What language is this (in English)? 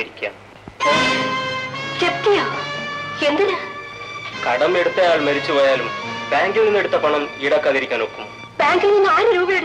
Malayalam